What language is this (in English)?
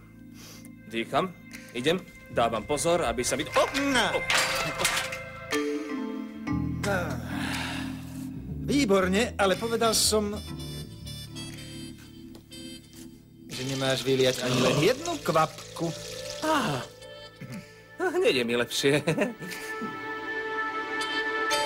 Slovak